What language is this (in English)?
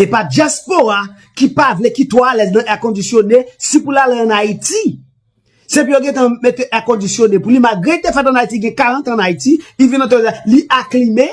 Haitian Creole